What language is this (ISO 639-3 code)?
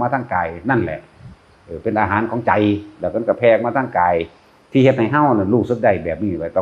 tts